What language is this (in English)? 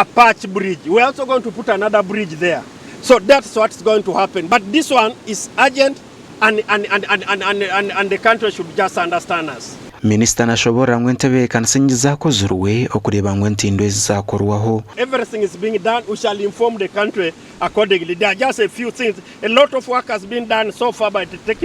Nyankole